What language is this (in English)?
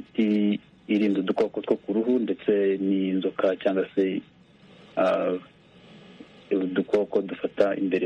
Kinyarwanda